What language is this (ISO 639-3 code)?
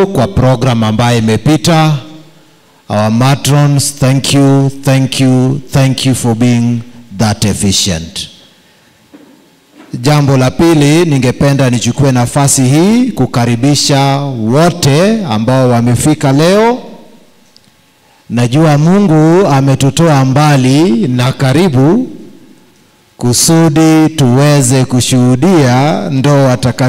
swa